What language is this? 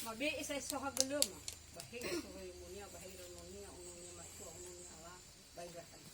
Nias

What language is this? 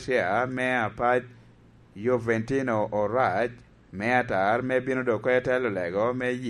Lango (Uganda)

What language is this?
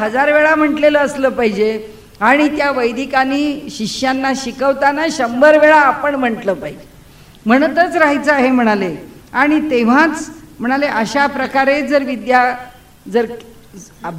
Marathi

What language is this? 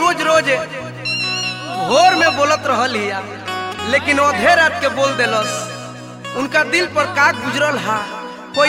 Bhojpuri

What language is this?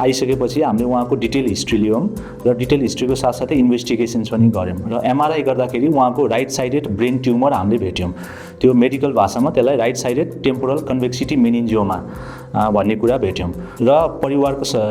Nepali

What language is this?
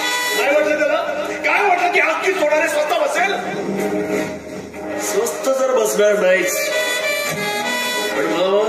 Marathi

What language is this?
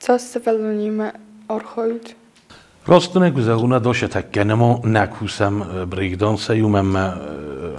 Ossetic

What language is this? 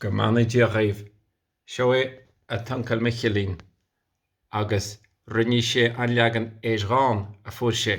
Irish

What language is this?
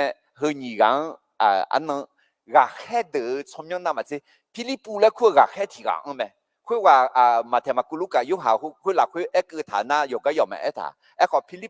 Akha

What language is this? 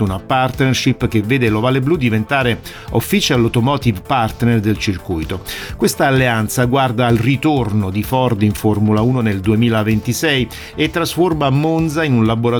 Italian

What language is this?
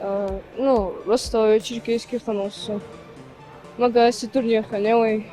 Ingush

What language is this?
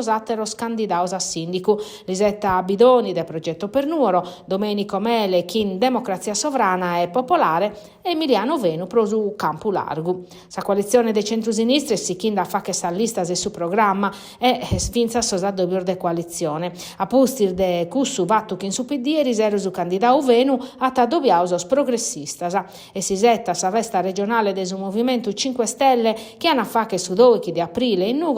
Sardinian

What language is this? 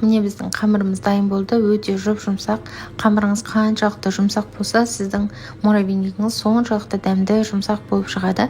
Kazakh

